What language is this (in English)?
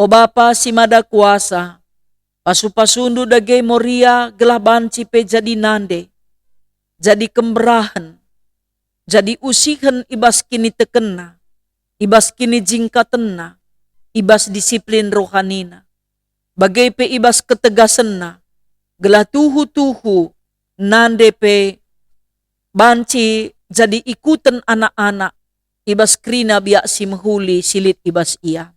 Batak Karo